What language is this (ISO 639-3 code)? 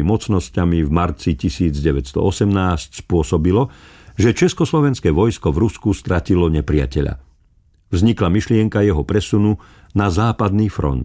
slk